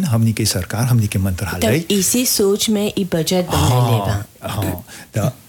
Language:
Bhojpuri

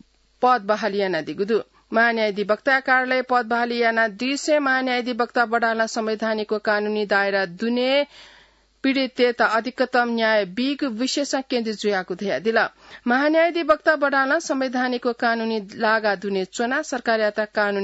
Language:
Newari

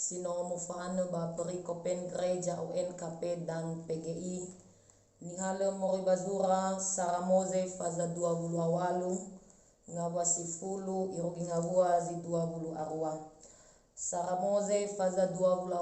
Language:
Nias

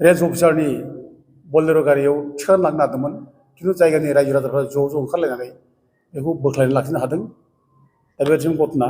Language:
Bodo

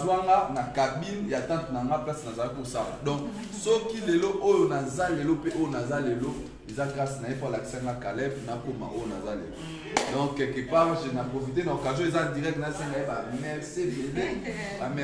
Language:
Lingala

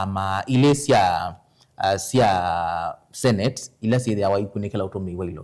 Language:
Kamba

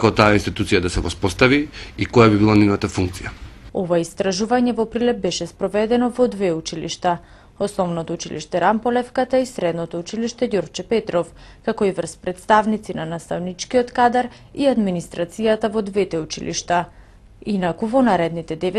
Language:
Macedonian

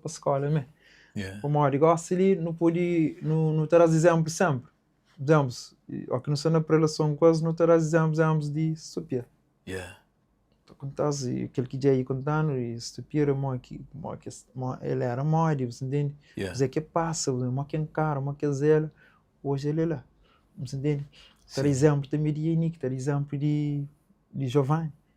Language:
Kabuverdianu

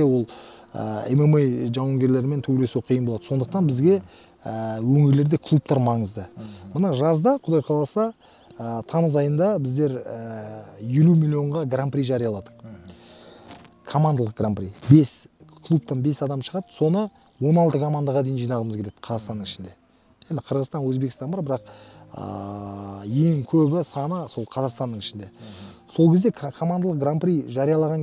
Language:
Kazakh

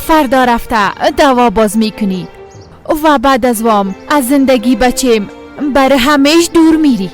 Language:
Persian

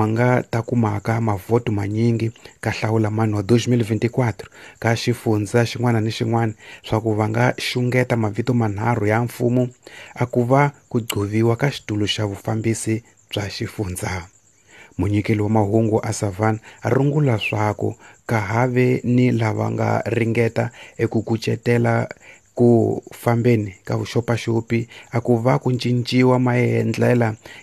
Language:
Tsonga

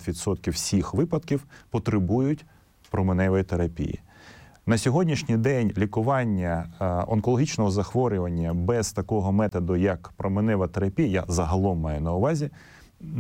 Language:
Ukrainian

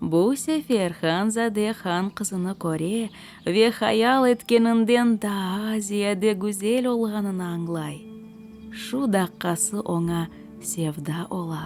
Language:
Crimean Tatar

